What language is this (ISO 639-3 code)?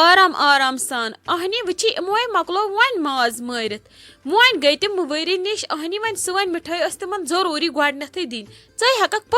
kas